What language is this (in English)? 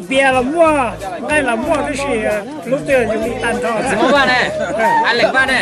Hmong